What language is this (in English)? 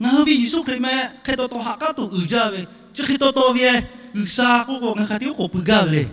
Lahu